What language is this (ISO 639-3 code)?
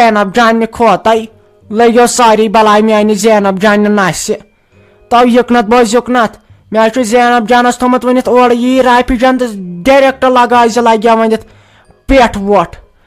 kas